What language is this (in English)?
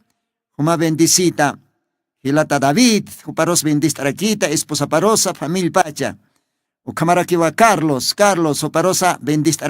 Aymara